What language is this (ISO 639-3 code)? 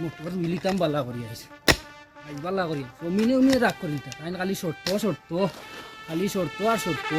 syl